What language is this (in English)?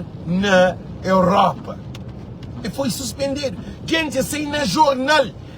Kabuverdianu